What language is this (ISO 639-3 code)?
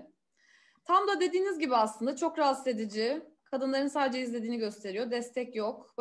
tur